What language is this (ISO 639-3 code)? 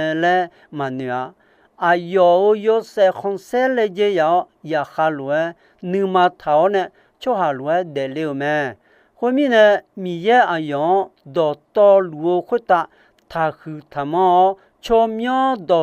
ahk